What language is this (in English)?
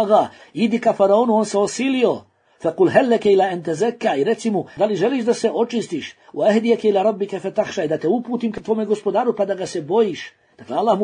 Bosnian